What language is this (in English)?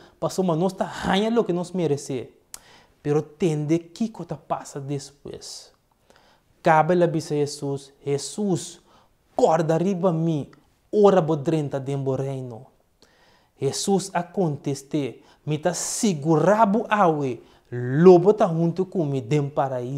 Papiamento